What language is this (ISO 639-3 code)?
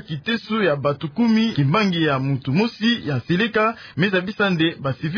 ktu